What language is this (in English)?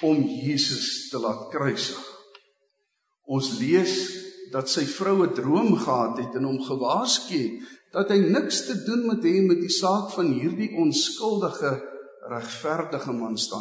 Afrikaans